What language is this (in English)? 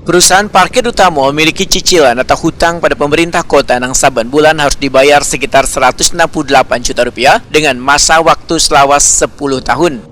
Banjar